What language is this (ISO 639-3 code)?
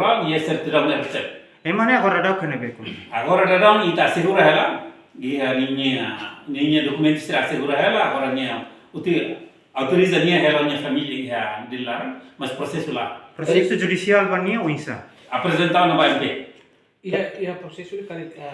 tet